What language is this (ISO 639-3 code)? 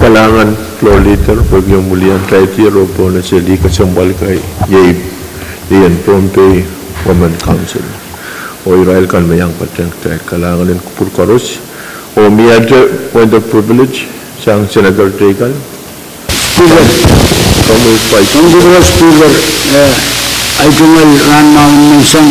pon